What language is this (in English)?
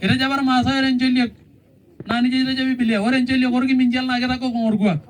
Masai